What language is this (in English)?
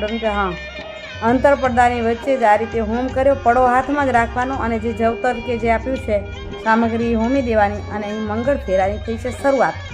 Gujarati